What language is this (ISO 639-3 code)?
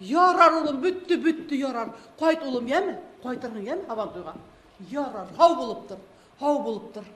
bak